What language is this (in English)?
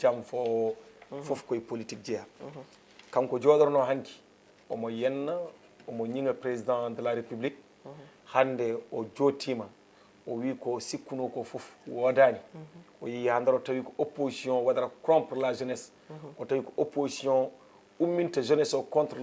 Fula